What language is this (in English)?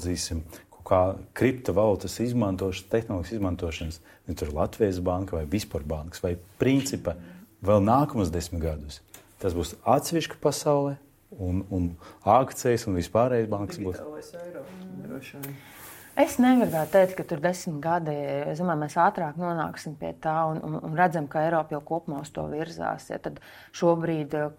Latvian